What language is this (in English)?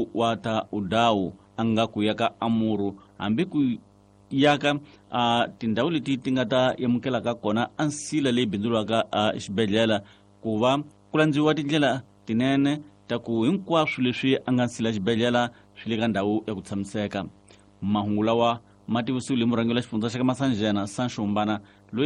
Tsonga